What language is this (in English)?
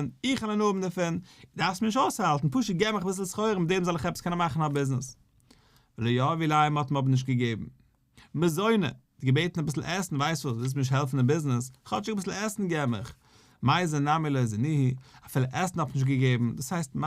Yiddish